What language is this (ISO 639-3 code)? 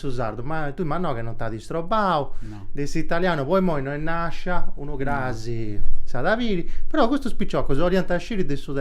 srd